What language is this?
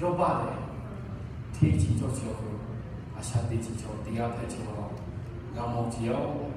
Lahu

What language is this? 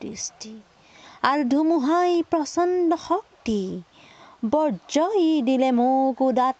Assamese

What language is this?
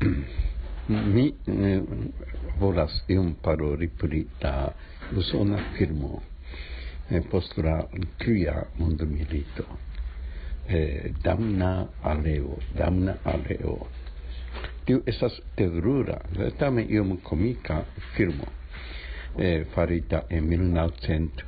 Esperanto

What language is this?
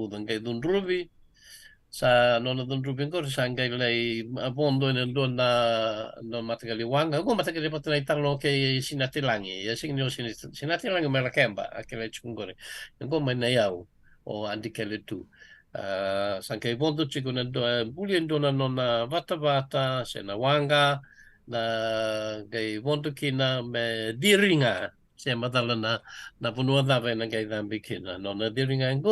Fijian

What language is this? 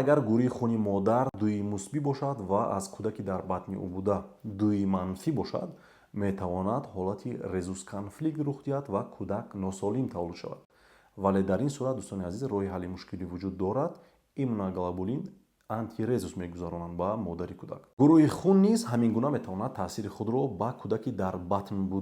Tajik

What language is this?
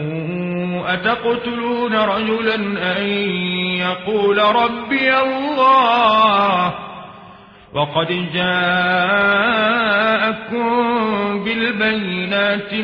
Arabic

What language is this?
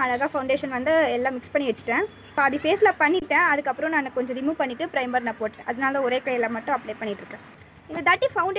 Tamil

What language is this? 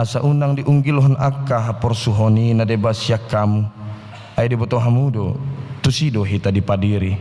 Batak Toba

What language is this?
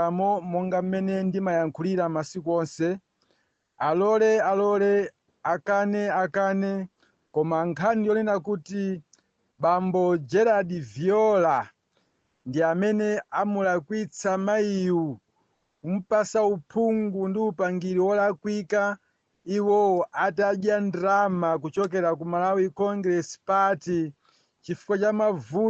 Nyanja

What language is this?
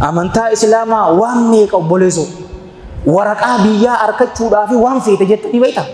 Oromo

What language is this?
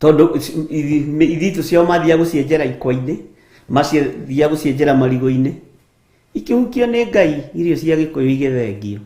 Kikuyu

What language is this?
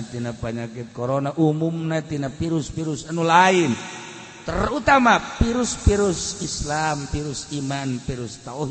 Sundanese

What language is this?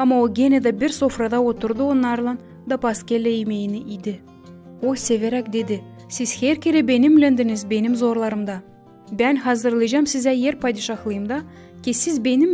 Gagauz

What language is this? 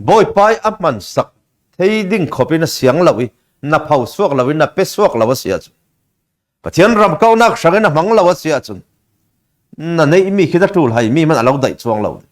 Falam Chin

